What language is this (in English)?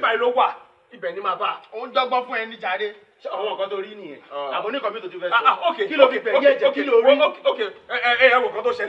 Yoruba